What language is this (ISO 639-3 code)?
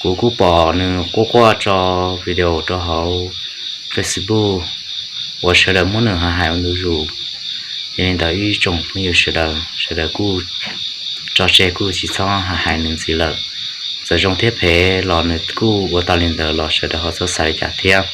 hmn